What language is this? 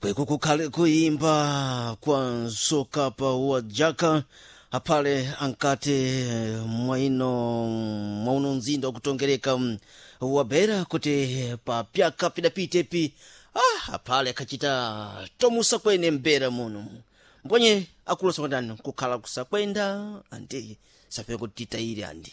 Sena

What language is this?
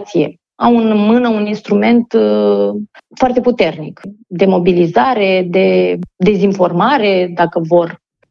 Romanian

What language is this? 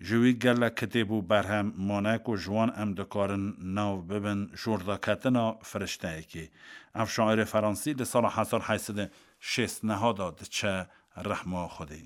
Kurdish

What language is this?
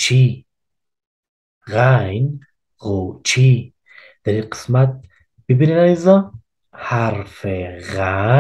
Persian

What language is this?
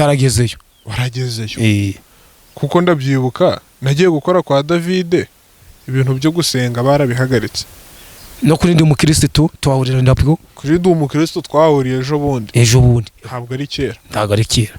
Kinyarwanda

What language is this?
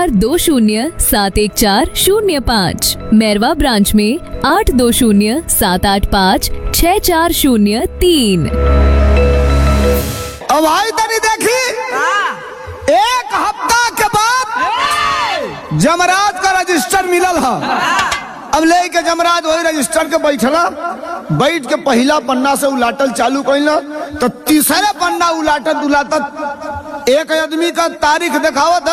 Bhojpuri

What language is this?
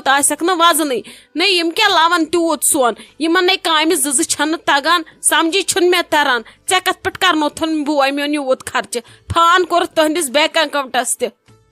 Kashmiri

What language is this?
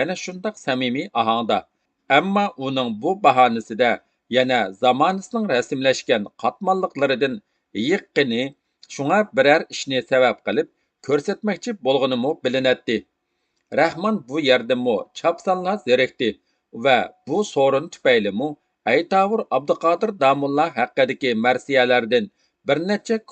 Uyghur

